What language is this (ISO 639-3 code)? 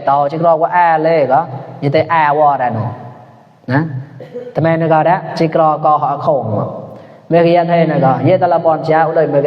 mnw